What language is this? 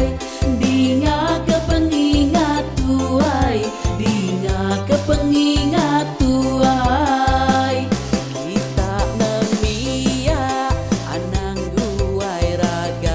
Iban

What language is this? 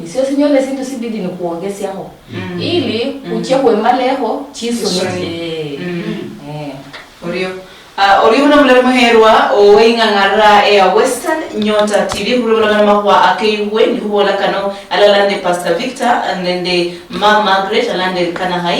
Luyia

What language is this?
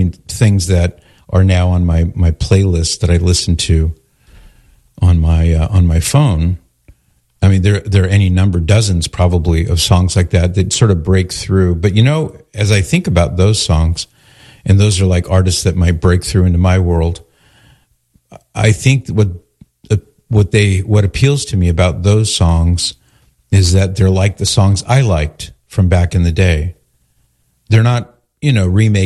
English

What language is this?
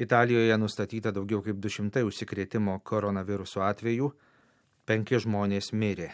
Lithuanian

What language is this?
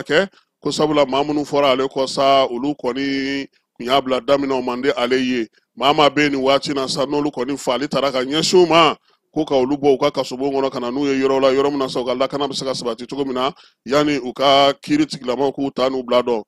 Bambara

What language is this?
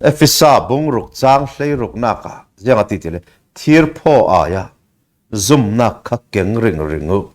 Falam Chin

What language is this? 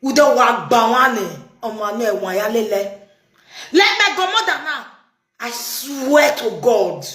Nigerian Pidgin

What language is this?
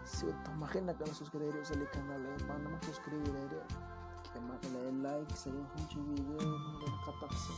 Kekchí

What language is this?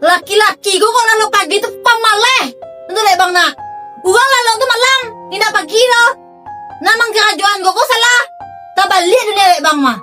Minangkabau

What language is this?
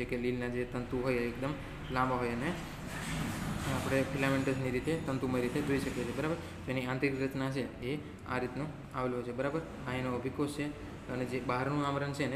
Gujarati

